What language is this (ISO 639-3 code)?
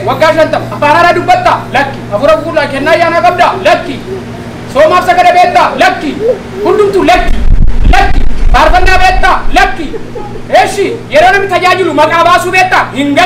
orm